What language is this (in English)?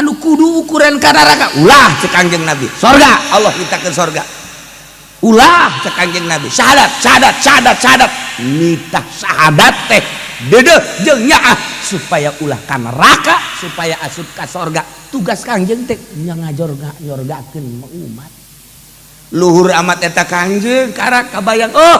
Sundanese